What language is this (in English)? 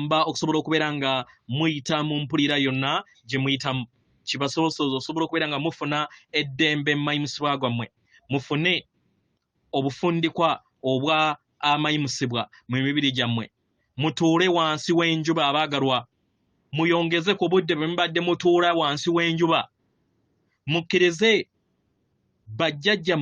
Ganda